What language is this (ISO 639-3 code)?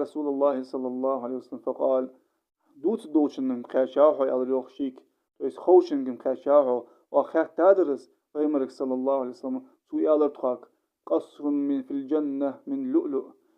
inh